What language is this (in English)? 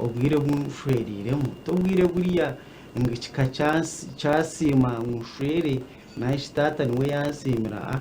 Nyankole